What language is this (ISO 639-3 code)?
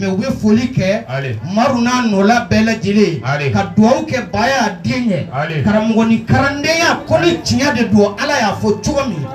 bam